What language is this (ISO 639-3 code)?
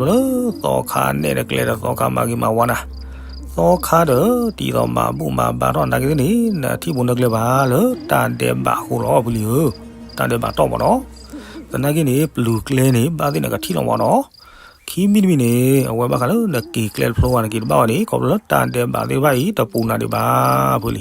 ksw